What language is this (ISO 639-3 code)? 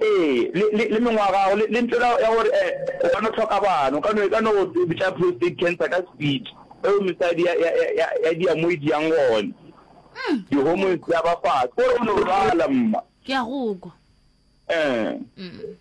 nso